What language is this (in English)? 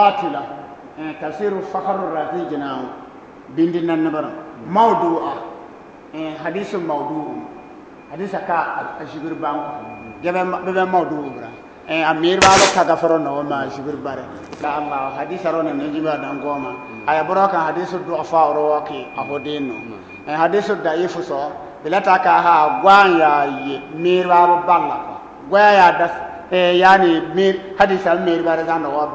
Bissa